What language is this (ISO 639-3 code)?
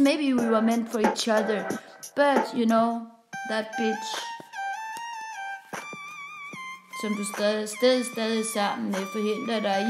dan